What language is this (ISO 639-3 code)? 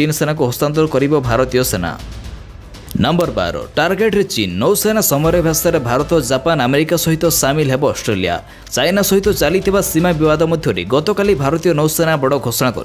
ori